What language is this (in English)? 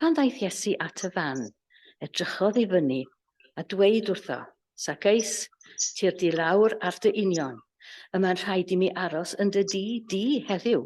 Welsh